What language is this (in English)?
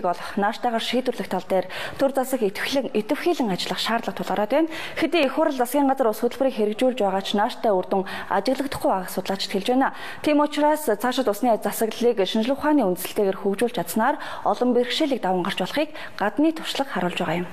Mongolian